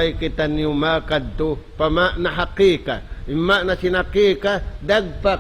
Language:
Tausug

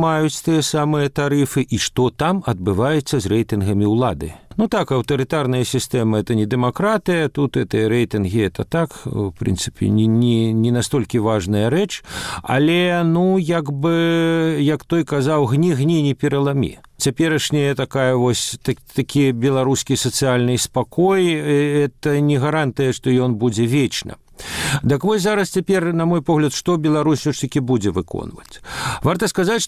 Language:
Belarusian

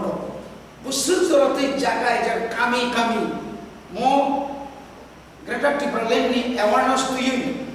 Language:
Kok Borok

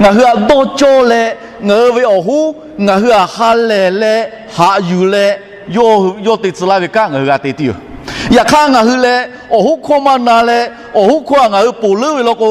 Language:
Lahu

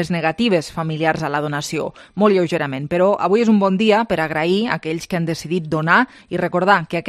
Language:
Catalan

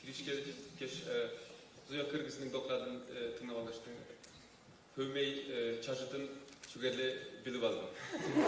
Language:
Tuvinian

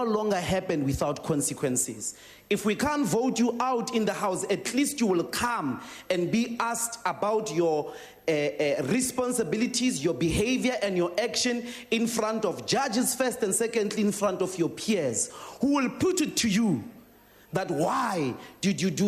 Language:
English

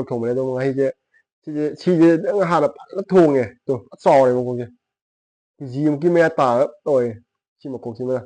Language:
Manipuri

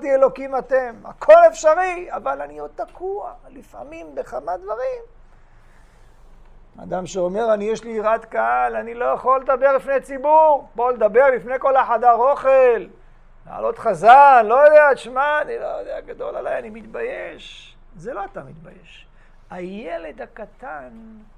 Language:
Hebrew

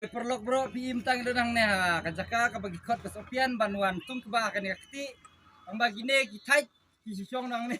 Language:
Khasi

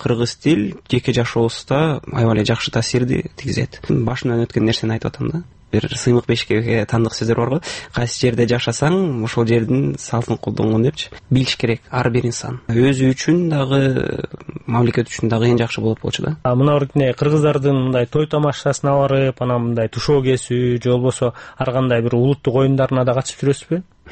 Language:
Kyrgyz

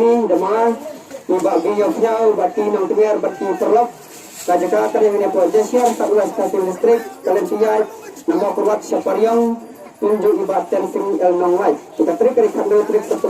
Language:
Khasi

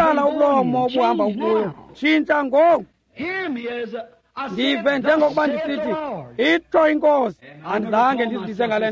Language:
Xhosa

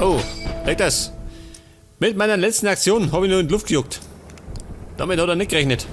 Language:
Bavarian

